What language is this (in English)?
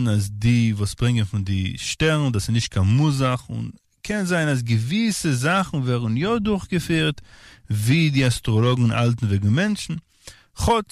Yiddish